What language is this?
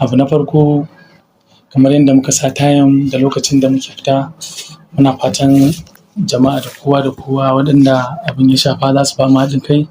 Hausa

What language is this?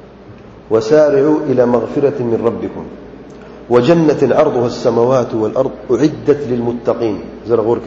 Urdu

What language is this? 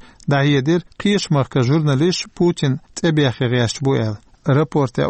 Chechen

